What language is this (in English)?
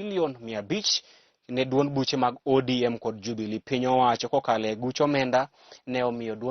Luo (Kenya and Tanzania)